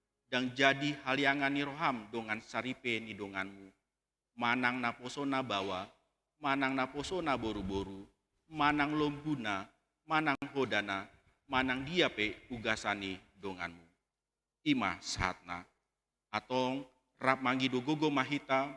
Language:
Batak Toba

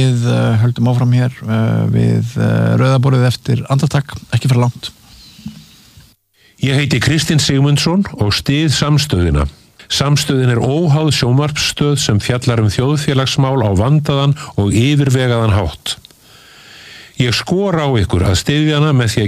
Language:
Icelandic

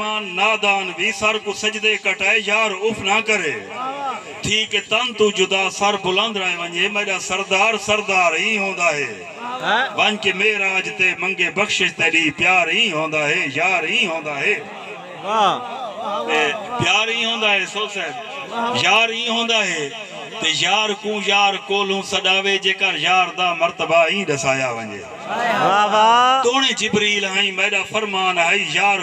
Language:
Saraiki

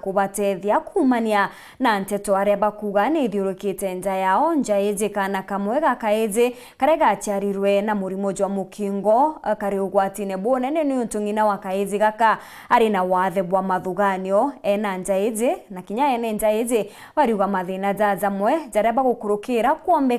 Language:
Meru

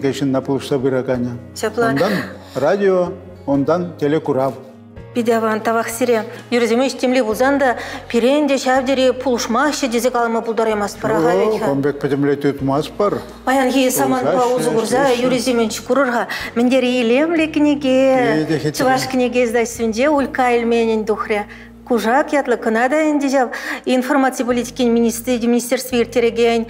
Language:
Chuvash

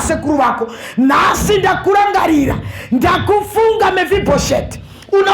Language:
Shona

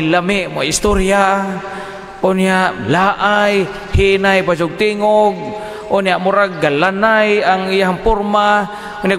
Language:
Cebuano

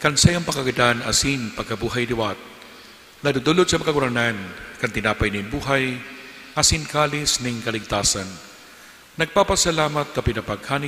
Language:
Bikol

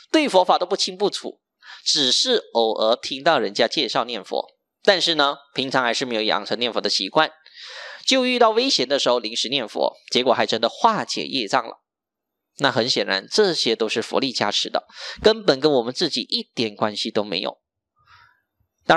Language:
Chinese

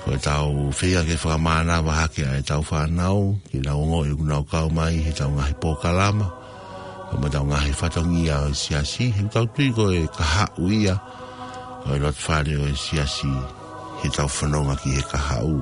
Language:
Tongan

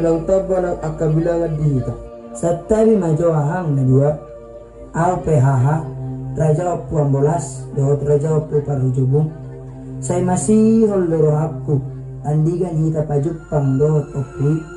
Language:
Batak Toba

